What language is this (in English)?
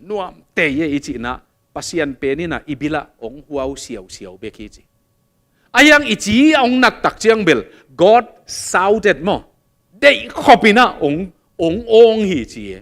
Tedim Chin